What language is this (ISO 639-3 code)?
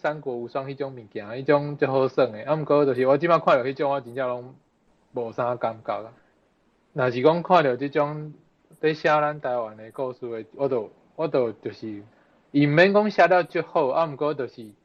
nan